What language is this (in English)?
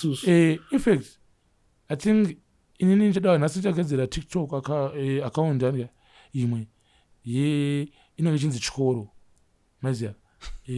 Shona